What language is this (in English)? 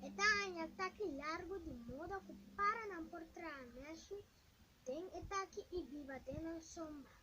Papiamento